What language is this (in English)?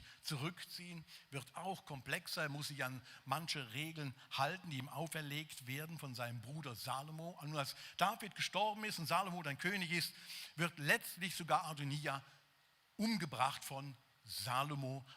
Swiss German